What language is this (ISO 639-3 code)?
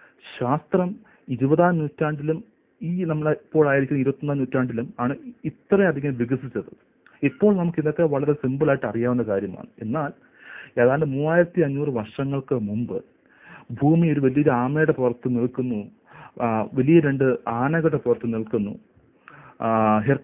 mal